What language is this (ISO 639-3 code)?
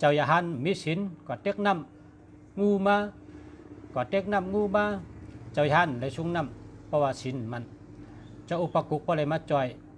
shn